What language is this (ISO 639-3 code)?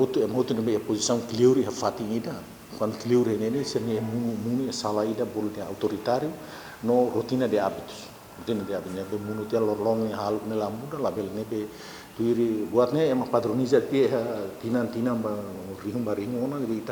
tet